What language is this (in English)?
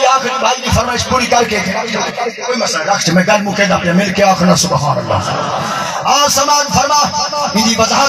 Saraiki